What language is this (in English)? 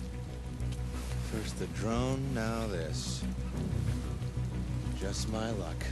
English